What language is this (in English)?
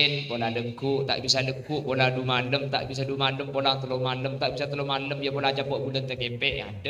Madurese